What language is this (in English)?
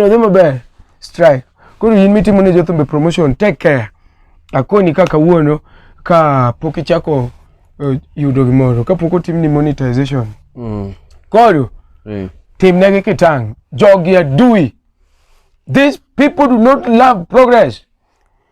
Luo (Kenya and Tanzania)